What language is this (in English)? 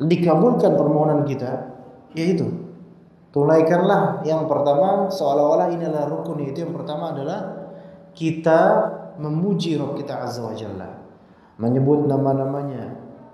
Indonesian